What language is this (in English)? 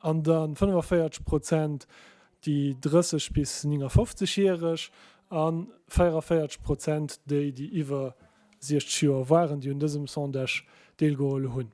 Luxembourgish